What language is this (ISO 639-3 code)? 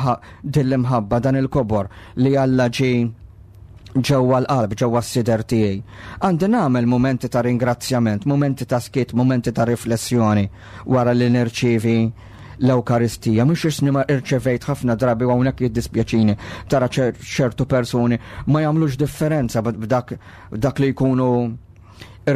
mlt